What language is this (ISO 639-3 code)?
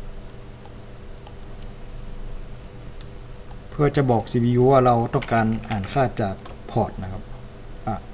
tha